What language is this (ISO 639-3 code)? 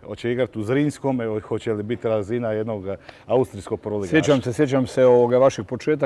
hrv